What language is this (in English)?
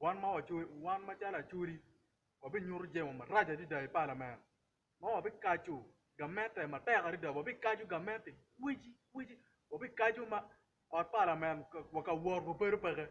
Acoli